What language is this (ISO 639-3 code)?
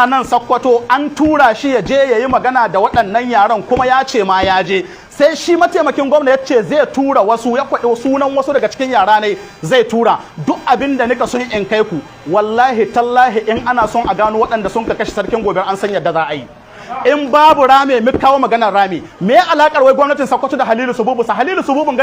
hau